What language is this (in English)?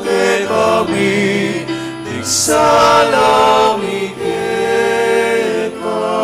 Pampanga